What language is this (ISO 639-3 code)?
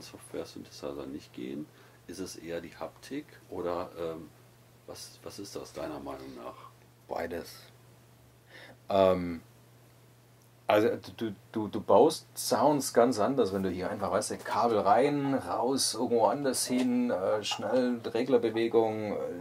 deu